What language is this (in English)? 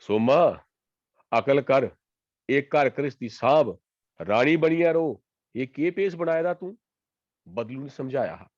Dogri